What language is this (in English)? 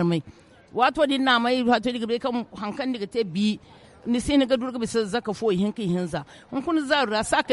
Zarma